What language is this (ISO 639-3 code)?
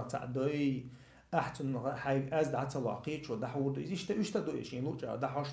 che